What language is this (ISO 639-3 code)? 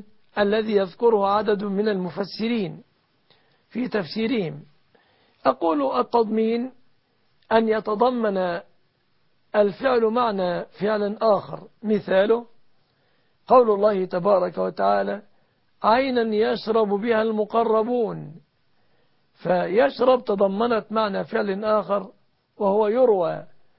ara